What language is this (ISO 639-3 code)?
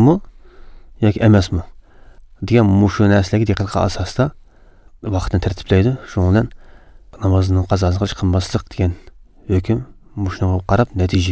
uig